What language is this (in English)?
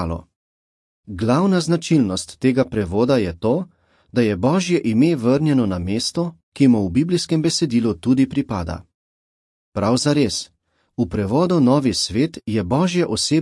Slovenian